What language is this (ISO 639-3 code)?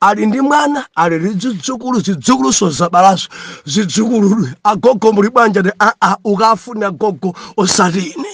nya